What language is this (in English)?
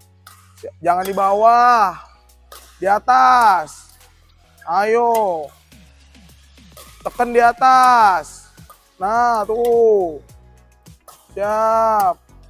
Indonesian